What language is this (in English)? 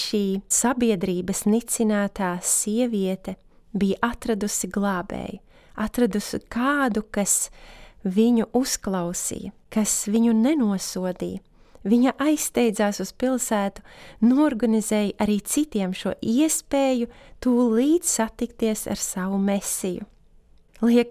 Latvian